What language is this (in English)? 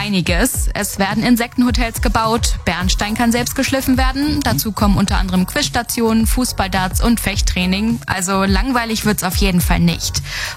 German